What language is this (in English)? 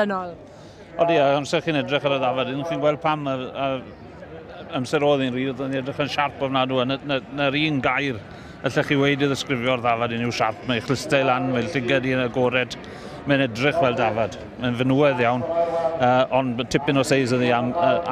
Welsh